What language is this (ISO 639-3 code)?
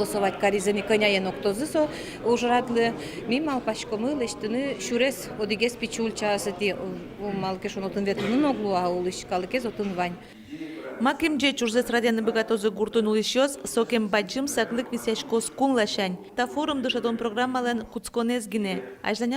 udm